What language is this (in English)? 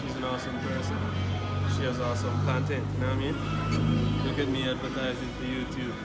Jamaican Creole English